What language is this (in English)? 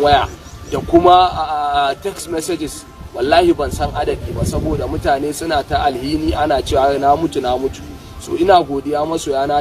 Hausa